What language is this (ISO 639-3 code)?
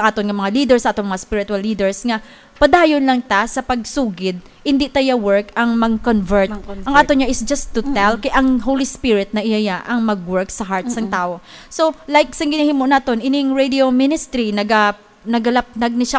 hil